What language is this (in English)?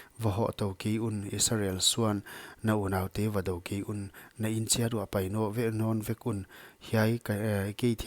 Paite Chin